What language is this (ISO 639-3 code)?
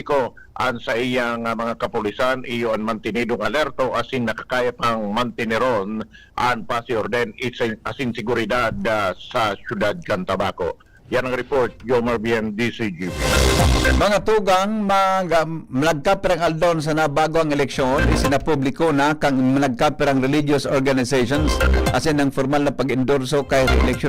bik